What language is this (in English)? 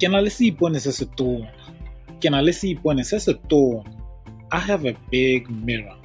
Tswana